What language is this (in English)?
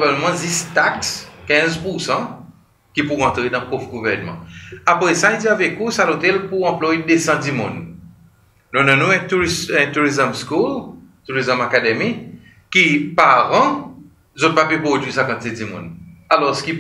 Seselwa Creole French